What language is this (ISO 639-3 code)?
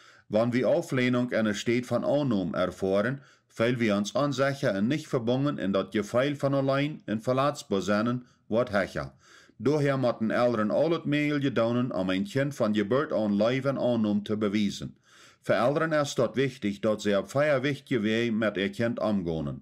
pdt